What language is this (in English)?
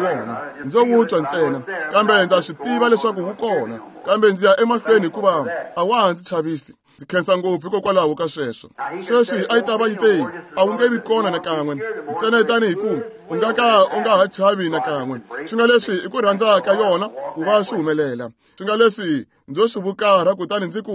Tsonga